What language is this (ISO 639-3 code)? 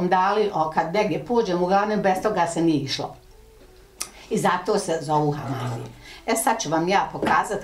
bos